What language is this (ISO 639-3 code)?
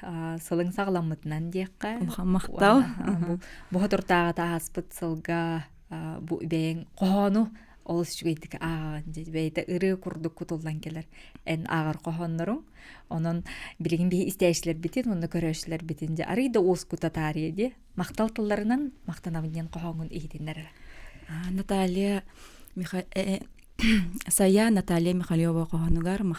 sah